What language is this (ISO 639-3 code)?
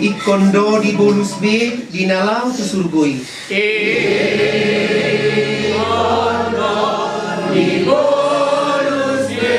bbc